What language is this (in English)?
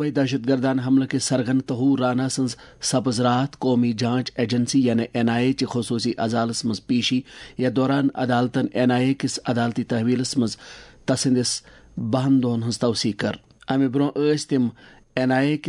Kashmiri